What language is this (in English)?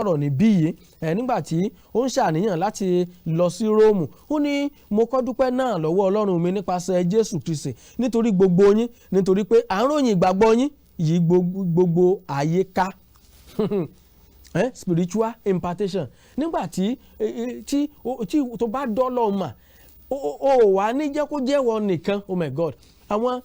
Yoruba